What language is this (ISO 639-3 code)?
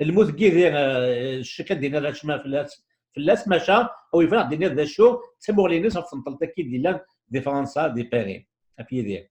kab